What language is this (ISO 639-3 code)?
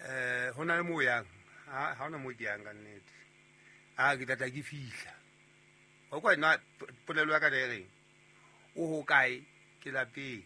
sot